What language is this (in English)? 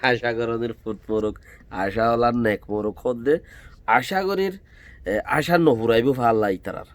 Rohingya